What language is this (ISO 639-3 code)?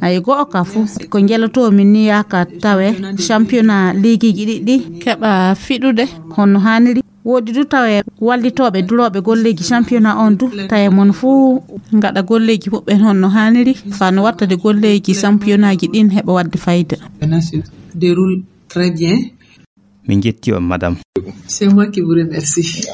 ful